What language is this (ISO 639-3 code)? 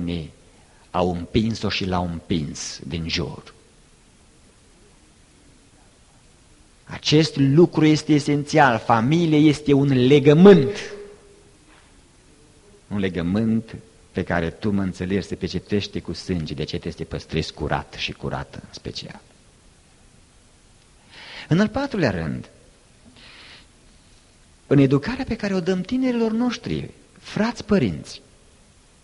ron